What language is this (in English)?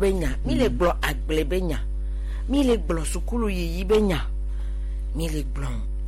Gen